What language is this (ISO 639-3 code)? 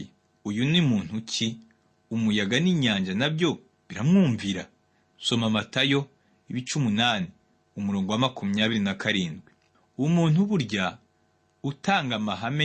kin